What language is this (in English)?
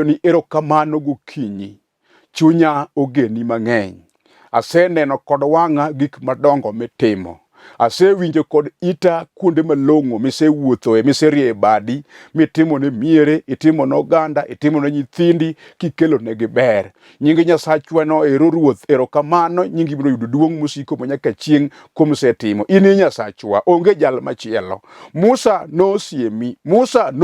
Luo (Kenya and Tanzania)